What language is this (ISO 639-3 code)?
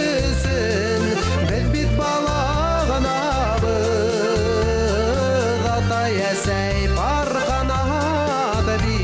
bak